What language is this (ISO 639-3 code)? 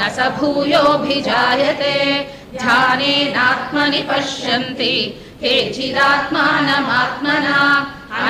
san